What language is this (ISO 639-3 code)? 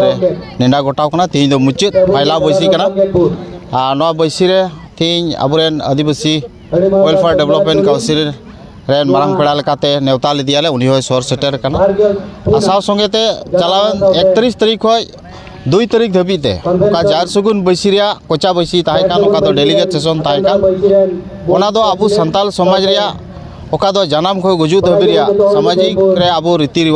sat